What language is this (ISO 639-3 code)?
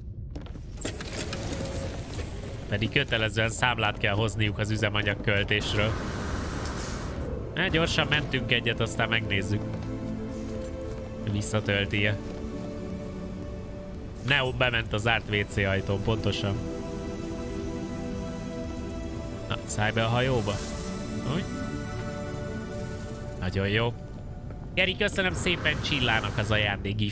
hun